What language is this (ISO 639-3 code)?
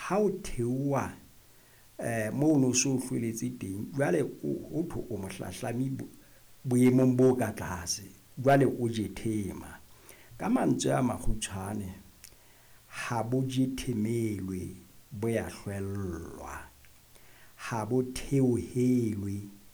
sot